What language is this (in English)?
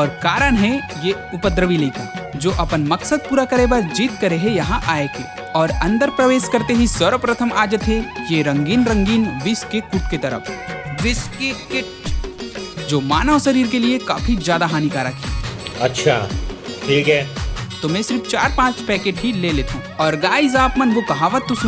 Chhattisgarhi